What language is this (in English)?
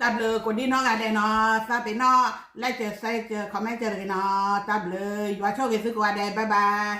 S'gaw Karen